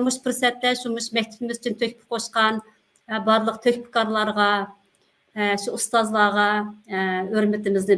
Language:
Uyghur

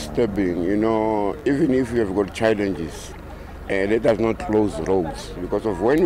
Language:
Tsonga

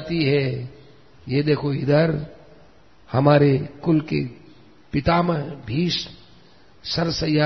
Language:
Hindi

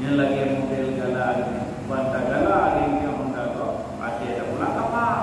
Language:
Achinese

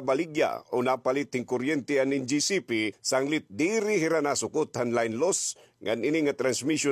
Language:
Waray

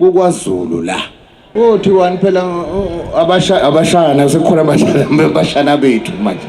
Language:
Zulu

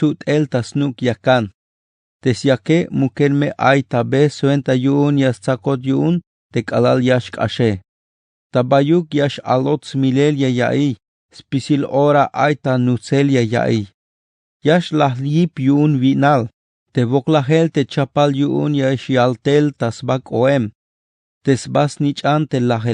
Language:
Tzeltal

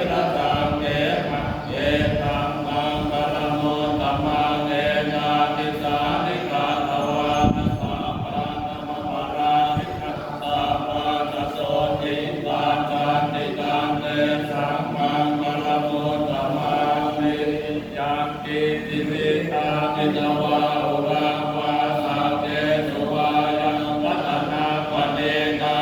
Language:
Pali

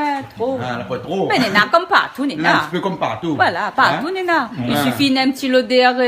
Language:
Réunion Creole French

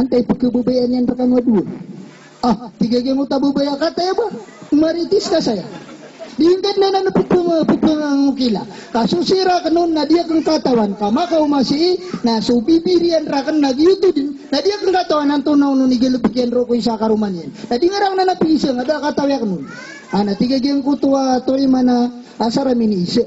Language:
Maranao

